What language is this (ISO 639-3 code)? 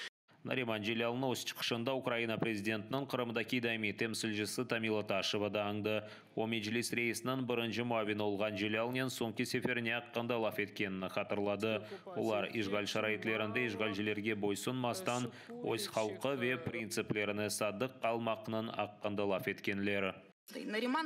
crh